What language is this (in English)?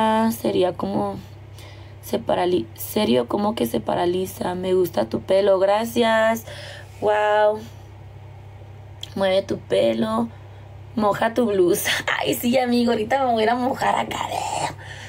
Spanish